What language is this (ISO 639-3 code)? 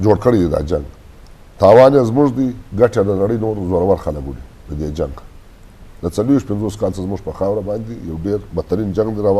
bgp